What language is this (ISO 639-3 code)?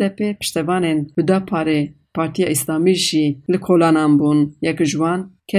kur